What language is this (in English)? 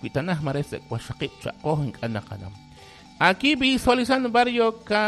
Kekchí